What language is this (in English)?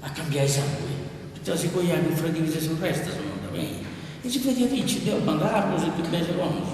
Sardinian